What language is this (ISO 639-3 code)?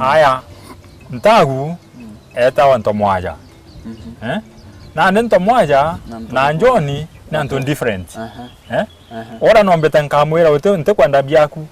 mer